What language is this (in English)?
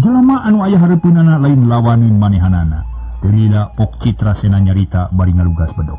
Sundanese